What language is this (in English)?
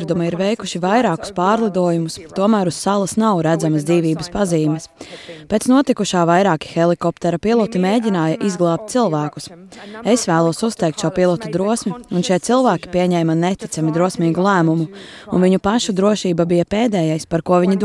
Latvian